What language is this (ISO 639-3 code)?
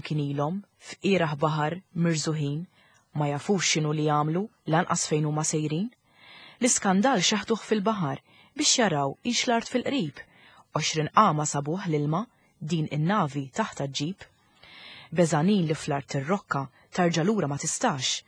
mlt